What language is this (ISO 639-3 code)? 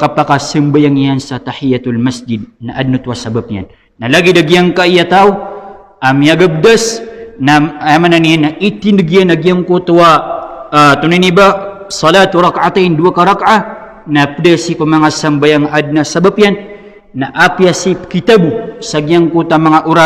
mrw